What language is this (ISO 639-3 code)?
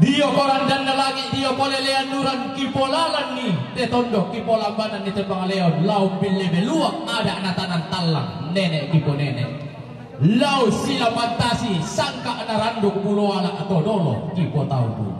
sda